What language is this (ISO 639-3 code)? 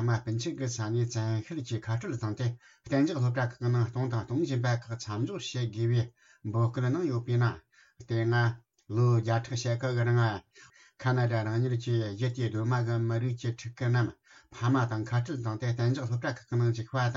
bod